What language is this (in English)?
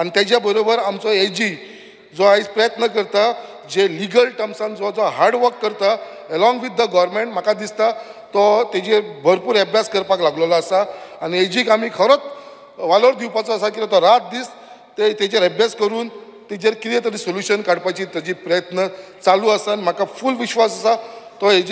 Konkani